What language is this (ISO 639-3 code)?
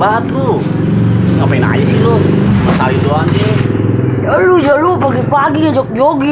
bew